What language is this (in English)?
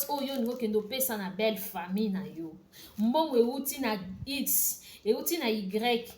Lingala